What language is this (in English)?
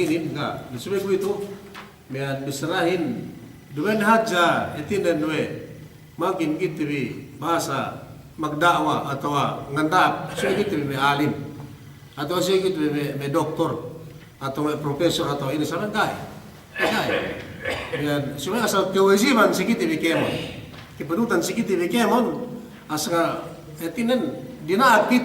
Yakan